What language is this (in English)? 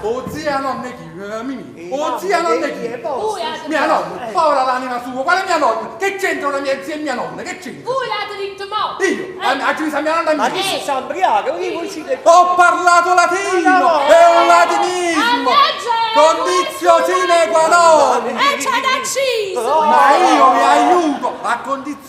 Neapolitan